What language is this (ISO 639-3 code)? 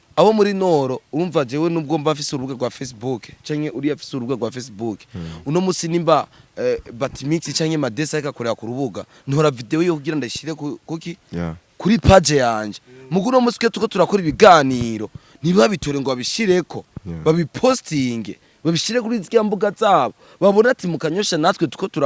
run